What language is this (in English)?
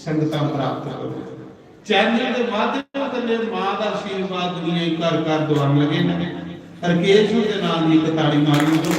Dogri